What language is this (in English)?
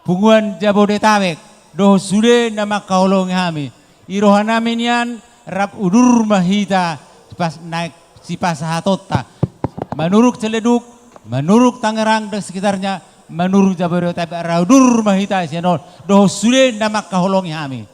Batak Toba